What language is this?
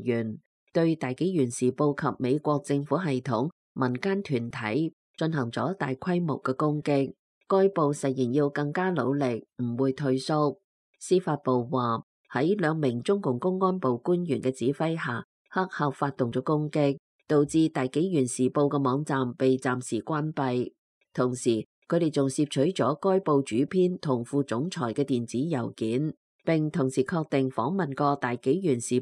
Cantonese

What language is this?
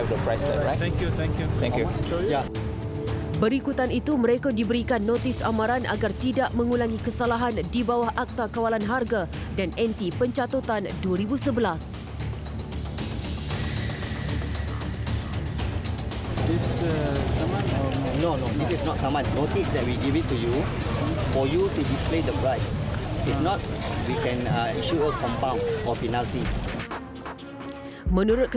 Malay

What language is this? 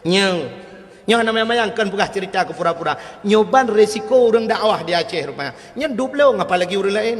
Achinese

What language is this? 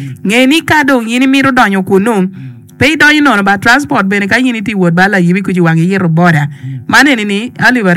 Acoli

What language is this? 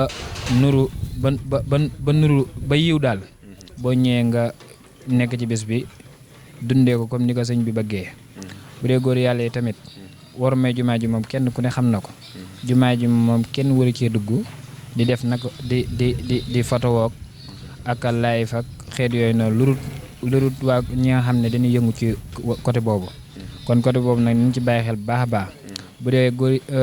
Wolof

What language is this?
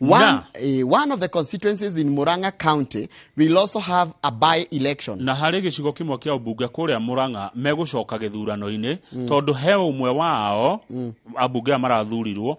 Kikuyu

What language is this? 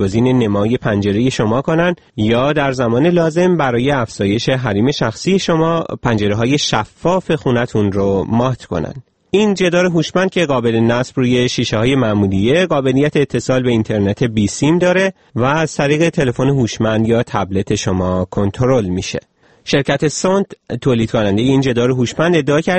Persian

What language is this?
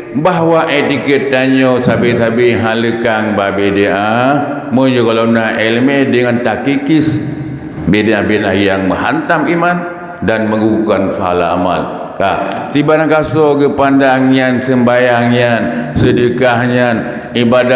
Achinese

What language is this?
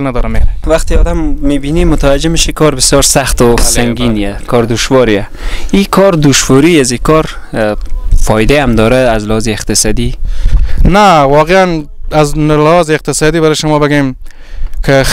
Persian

